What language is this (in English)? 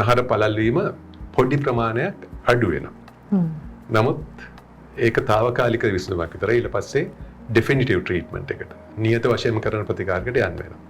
Sinhala